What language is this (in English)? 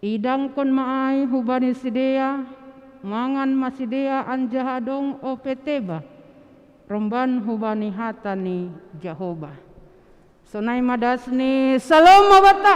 Batak Simalungun